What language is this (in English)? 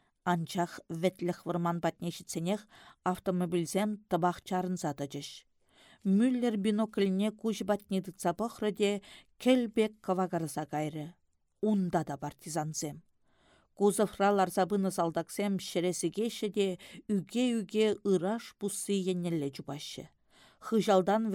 Chuvash